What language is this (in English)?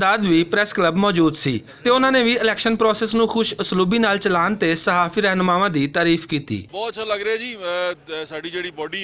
Western Panjabi